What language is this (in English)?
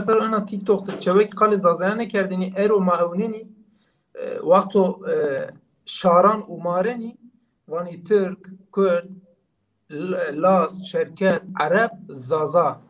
Zaza